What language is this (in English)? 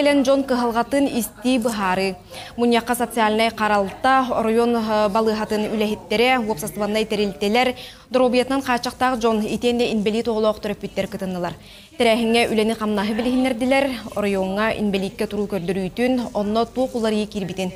Yakut